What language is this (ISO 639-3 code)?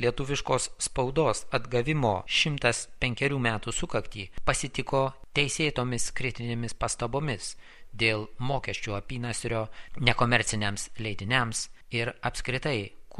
lit